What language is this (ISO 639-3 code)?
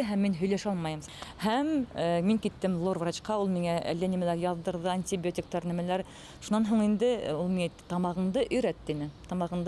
bak